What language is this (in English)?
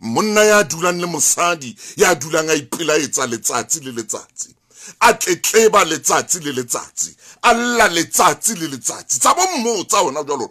Southern Sotho